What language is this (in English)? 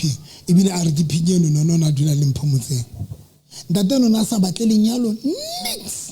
Southern Sotho